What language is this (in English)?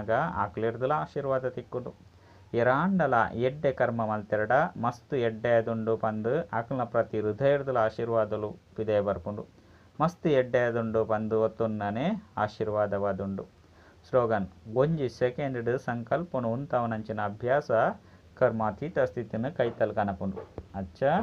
Tulu